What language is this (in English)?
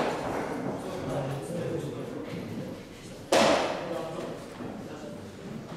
Russian